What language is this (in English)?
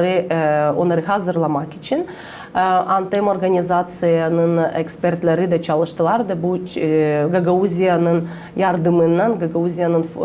Gagauz